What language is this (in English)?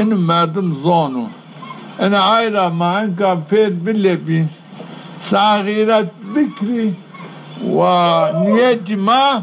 Zaza